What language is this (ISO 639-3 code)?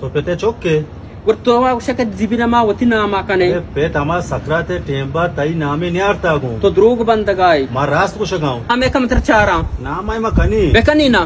bal